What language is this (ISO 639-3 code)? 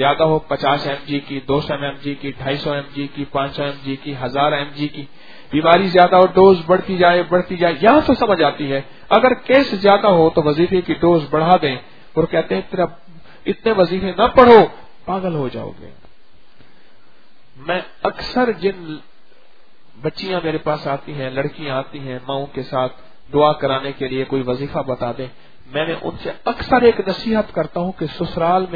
urd